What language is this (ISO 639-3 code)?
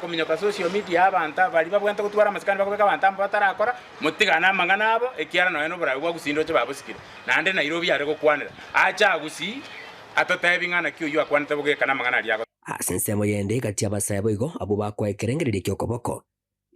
guz